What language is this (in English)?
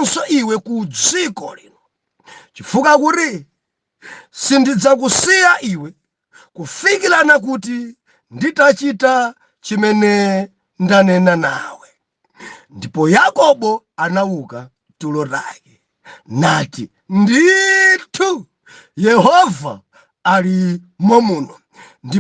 Nyanja